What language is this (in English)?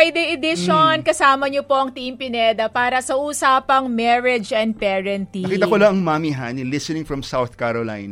Filipino